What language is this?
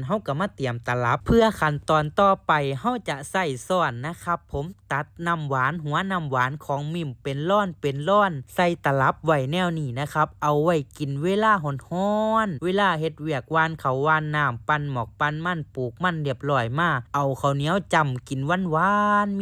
Northeastern Thai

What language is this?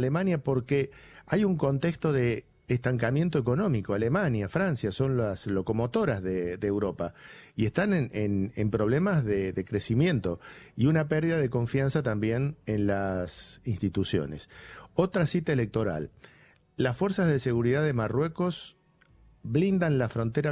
Spanish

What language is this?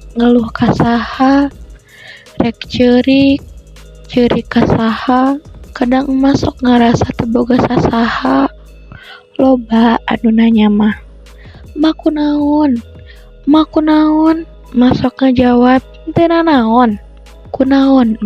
Sundanese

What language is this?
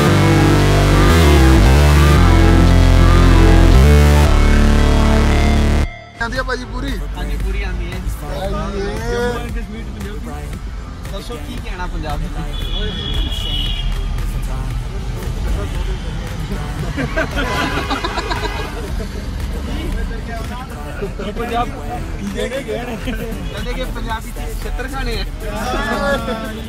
Punjabi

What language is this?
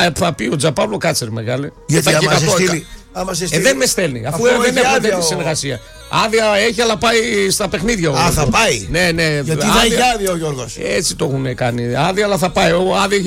Greek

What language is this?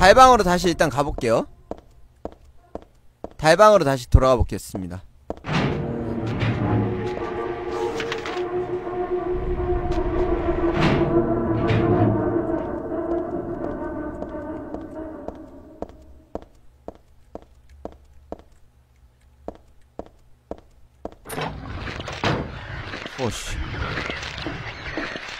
Korean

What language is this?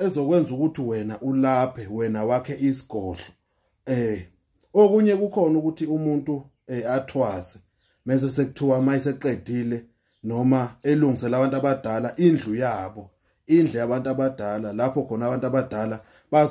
Zulu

